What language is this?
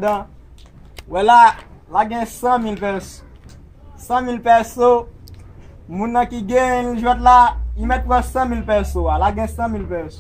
Haitian Creole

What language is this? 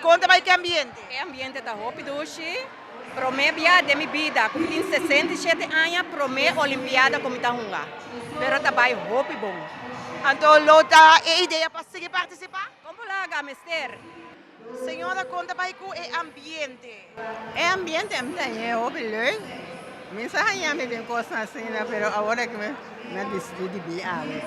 Papiamento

